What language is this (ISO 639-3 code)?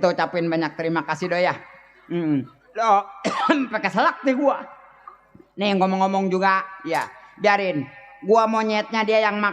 bew